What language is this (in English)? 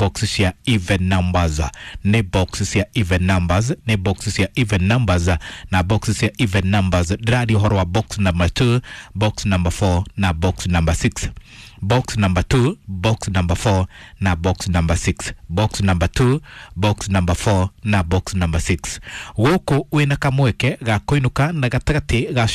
Kikuyu